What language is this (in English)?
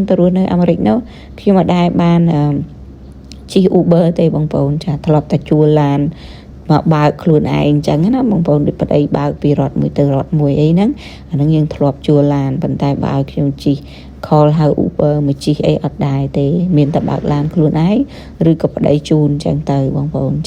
Khmer